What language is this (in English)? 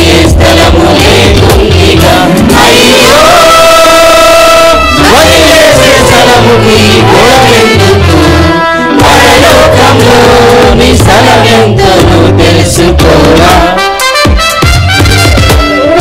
Telugu